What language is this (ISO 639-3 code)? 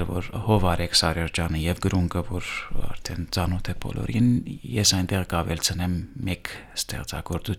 hye